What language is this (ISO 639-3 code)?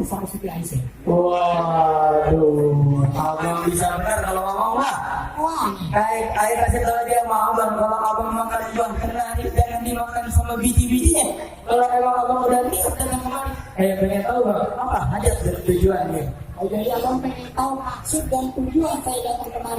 bew